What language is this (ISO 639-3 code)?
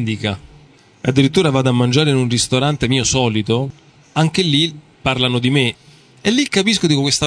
ita